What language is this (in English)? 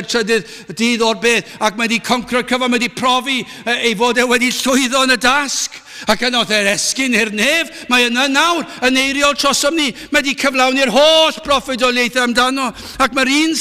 Welsh